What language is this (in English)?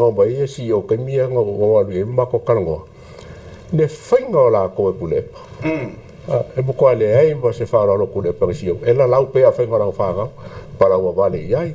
Samoan